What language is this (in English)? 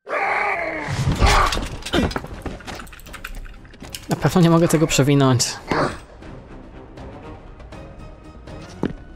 Polish